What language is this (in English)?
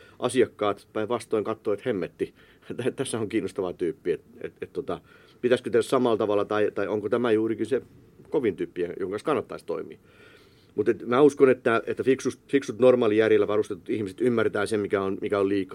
Finnish